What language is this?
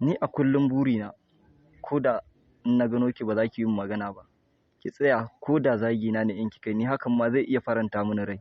Hausa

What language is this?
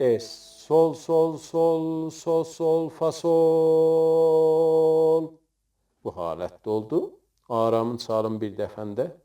South Azerbaijani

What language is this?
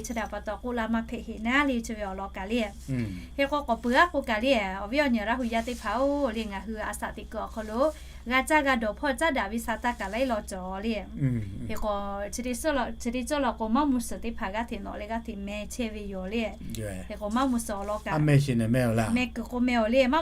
Lahu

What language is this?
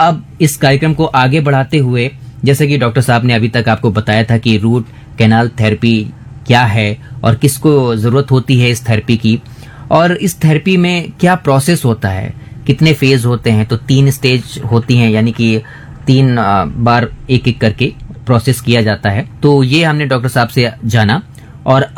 Hindi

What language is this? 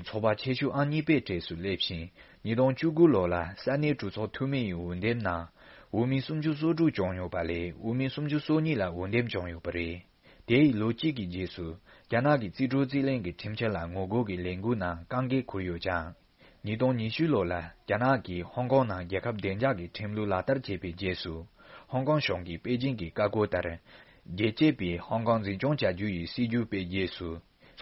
Tibetan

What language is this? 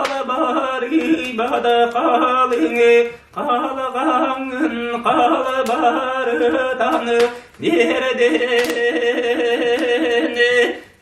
Yakut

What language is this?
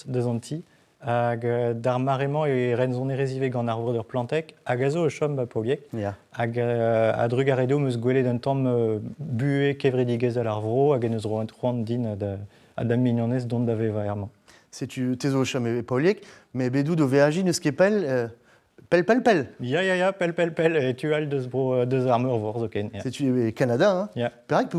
Breton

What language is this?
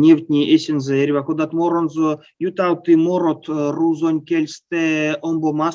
Erzya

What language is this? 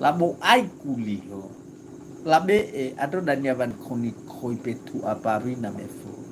Nias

